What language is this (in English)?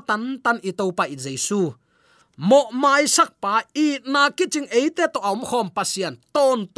Tedim Chin